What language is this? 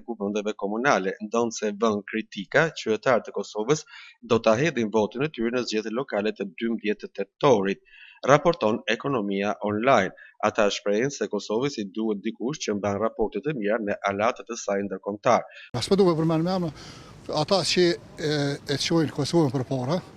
Albanian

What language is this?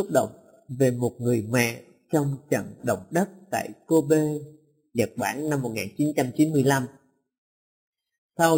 Vietnamese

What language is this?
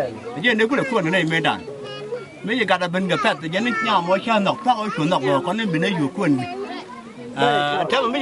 Nuer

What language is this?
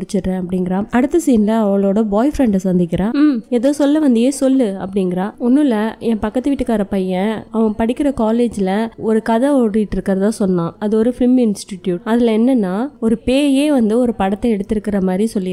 Tamil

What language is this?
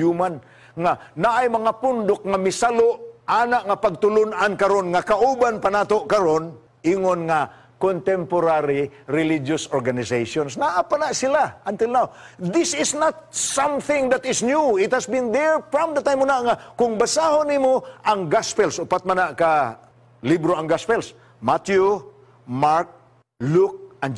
Cebuano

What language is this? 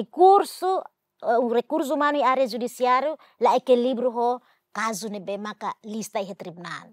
Tetum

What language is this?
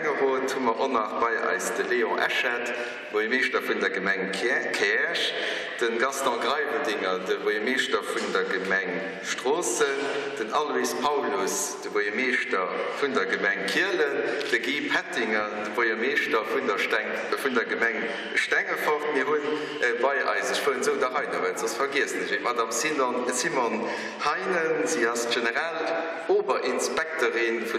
Luxembourgish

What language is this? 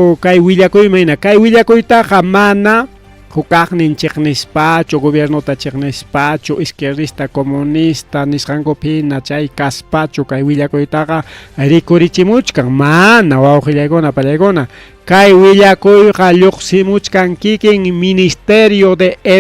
Ayacucho Quechua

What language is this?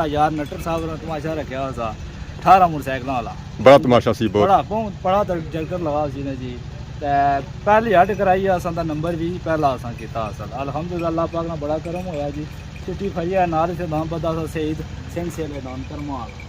Pahari-Potwari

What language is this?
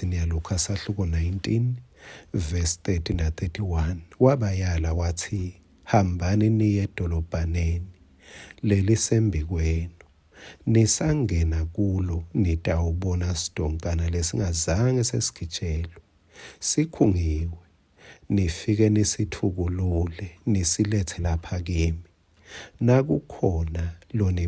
Swati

